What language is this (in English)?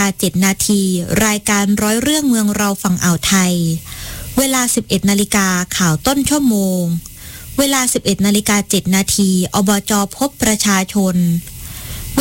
Thai